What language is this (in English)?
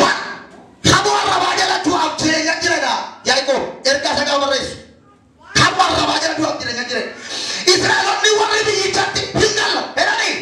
Oromo